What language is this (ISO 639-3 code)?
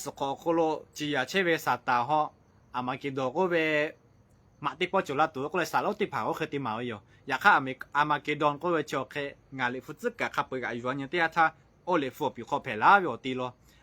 lhu